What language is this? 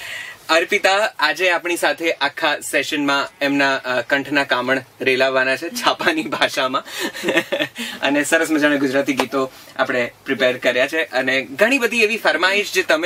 Gujarati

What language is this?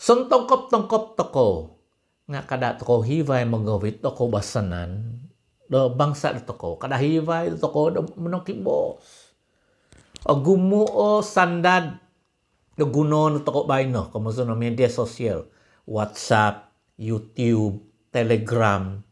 Central Dusun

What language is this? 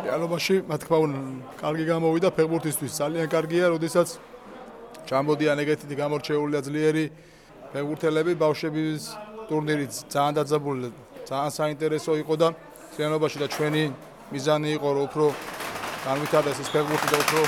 Georgian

